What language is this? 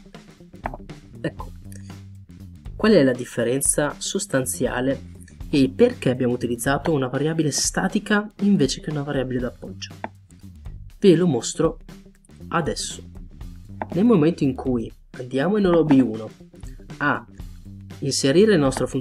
Italian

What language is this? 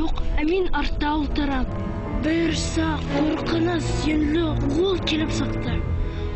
Bashkir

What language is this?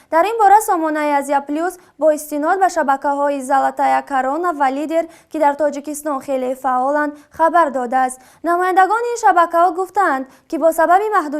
Tajik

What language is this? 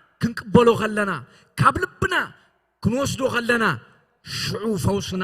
Tigrinya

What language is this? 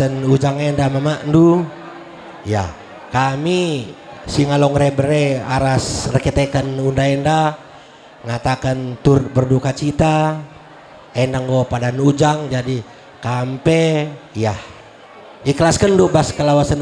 Batak Karo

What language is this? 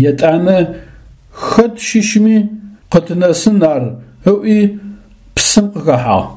Adyghe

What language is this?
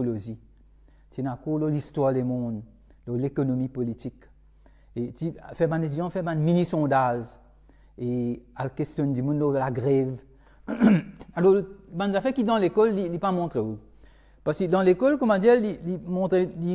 Morisyen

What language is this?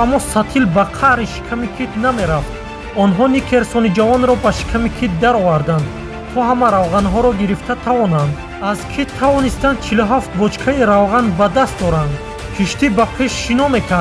Tajik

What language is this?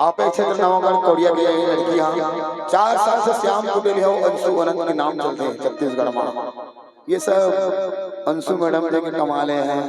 Chhattisgarhi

